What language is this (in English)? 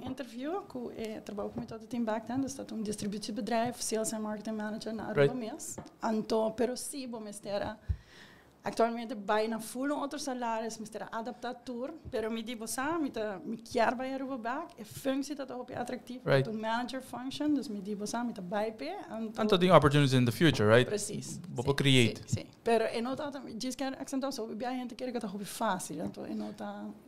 Papiamento